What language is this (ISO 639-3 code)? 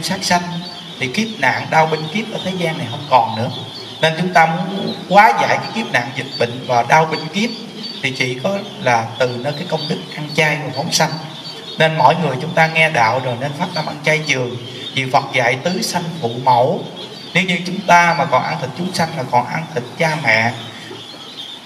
vie